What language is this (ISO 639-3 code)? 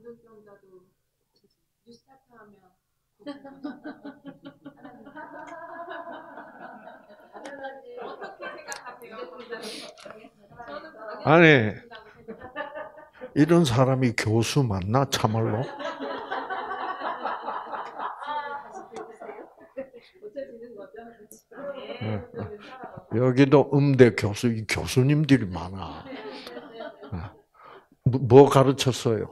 kor